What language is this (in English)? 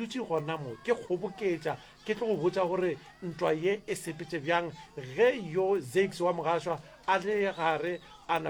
Northern Sotho